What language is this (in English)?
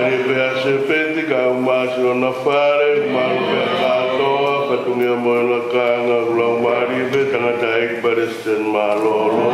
Tongan